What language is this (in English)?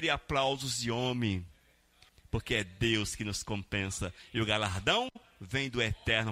Portuguese